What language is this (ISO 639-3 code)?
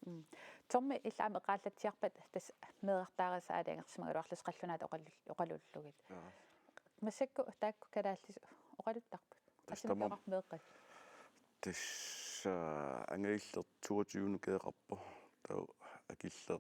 kal